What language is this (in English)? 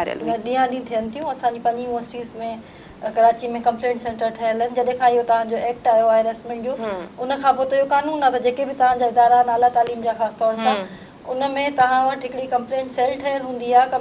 Sindhi